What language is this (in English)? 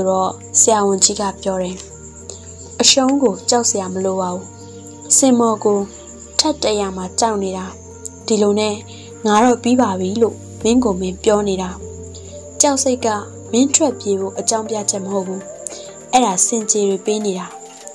Burmese